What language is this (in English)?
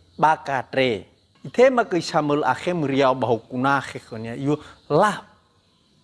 Nias